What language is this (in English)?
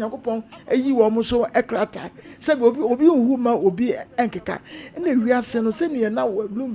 Akan